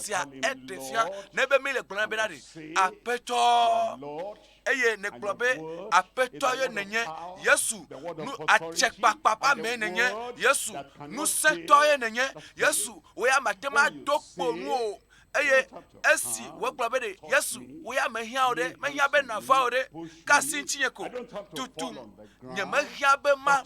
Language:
Ewe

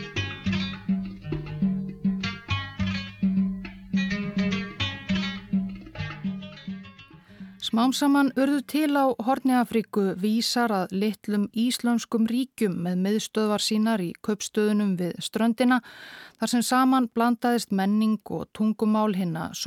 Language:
Icelandic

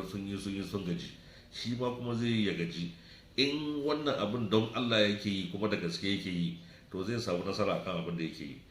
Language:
Hausa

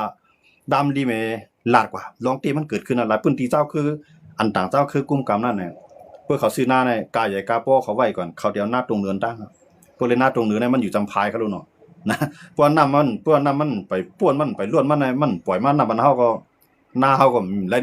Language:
Shan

